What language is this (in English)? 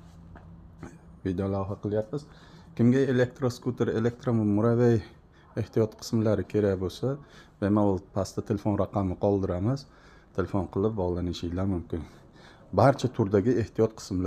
Uzbek